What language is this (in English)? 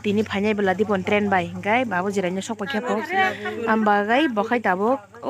Kok Borok